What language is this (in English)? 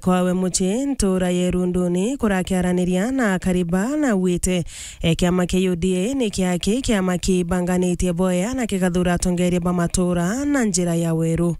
Meru